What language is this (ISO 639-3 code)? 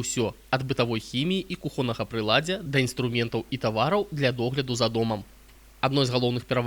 bel